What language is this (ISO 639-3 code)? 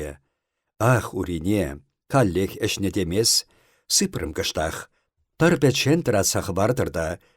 chv